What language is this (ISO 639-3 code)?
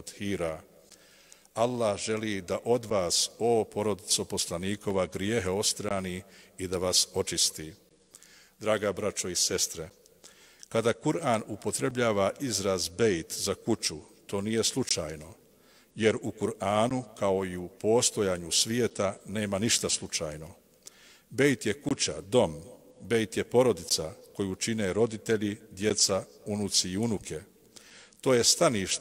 bos